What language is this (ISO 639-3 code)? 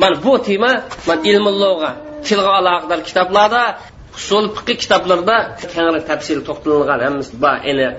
uig